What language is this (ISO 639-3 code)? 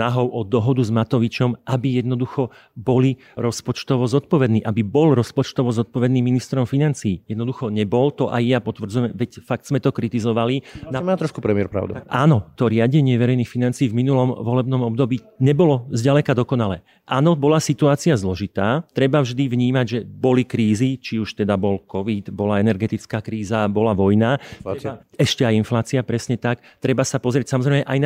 slk